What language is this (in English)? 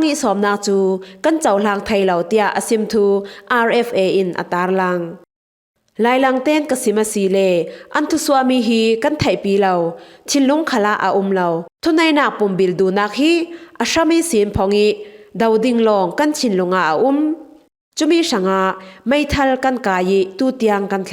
Falam Chin